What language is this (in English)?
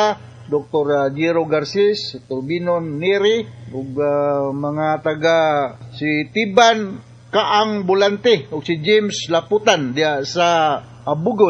Cebuano